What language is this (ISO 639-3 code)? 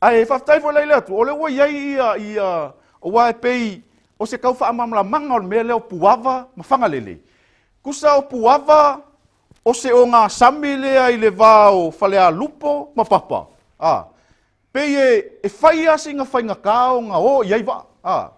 smo